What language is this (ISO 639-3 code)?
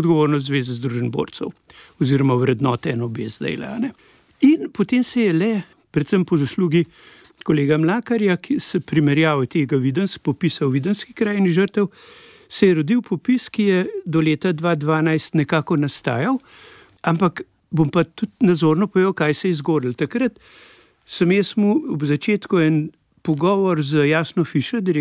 slv